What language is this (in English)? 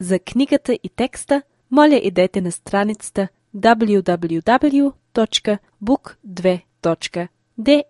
Serbian